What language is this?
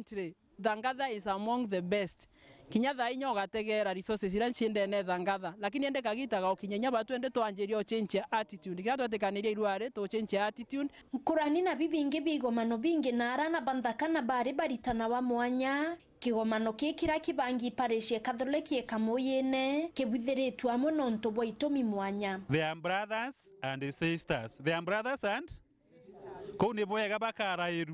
Meru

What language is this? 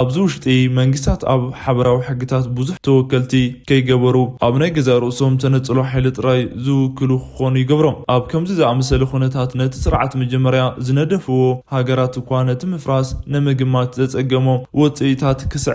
Tigrinya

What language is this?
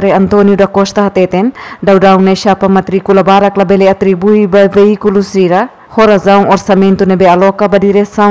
Tetum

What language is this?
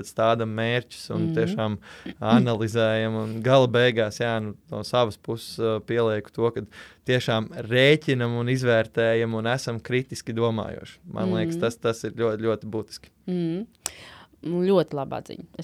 Latvian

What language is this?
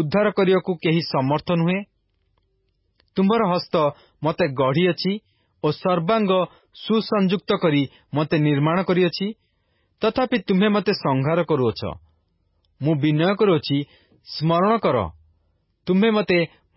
Odia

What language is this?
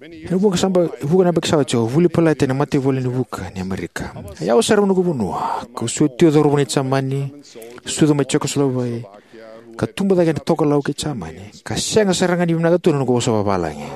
Fijian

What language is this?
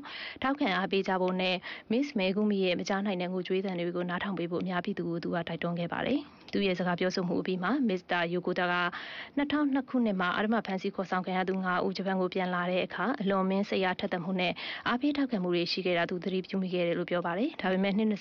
Burmese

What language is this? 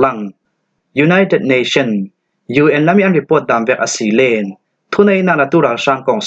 Falam Chin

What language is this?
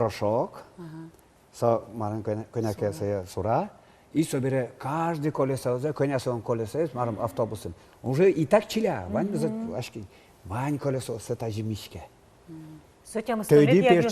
Udmurt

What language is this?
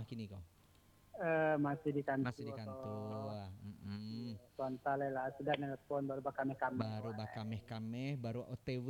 Minangkabau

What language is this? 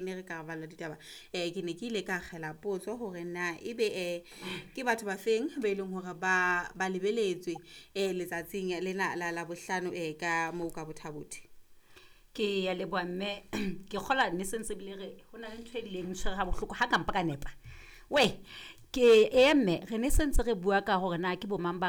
Southern Sotho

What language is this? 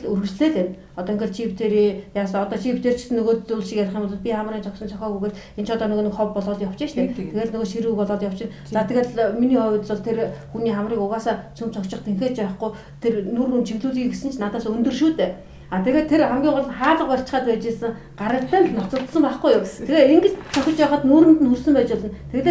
Mongolian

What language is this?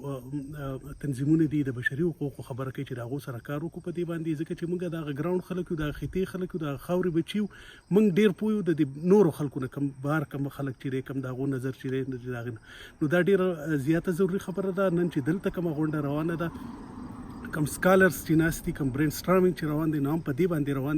Pashto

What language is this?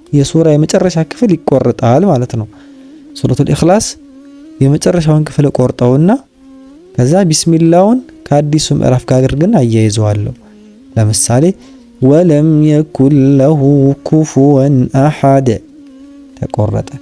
Amharic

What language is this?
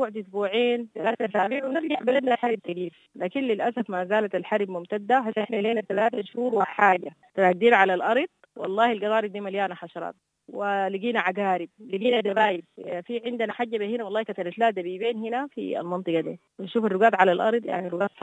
Sudanese Arabic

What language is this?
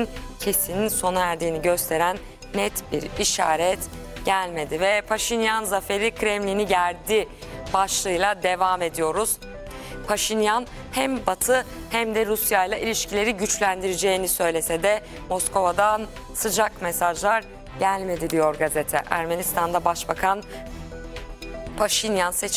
Turkish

